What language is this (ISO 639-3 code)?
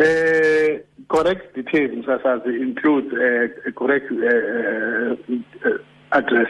xho